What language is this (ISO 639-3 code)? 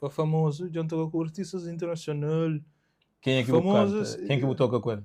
kea